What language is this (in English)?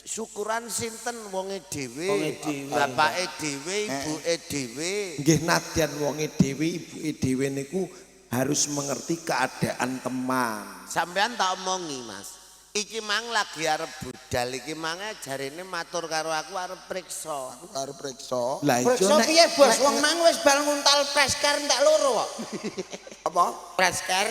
Javanese